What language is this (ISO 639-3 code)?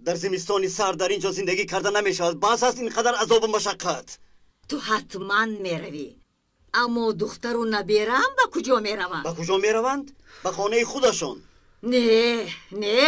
tgk